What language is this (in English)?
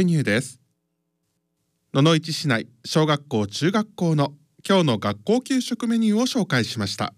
Japanese